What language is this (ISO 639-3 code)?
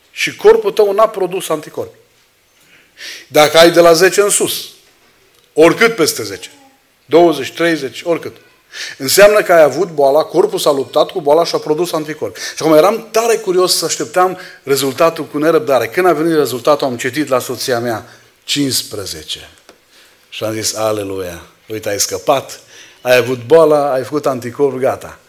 ron